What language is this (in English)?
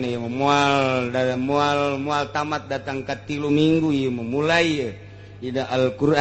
Sundanese